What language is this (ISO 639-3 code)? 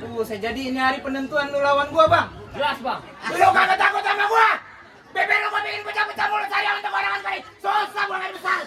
bew